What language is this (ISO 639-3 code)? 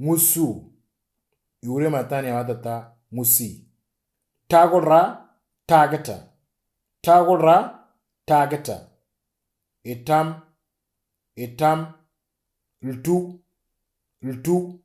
mor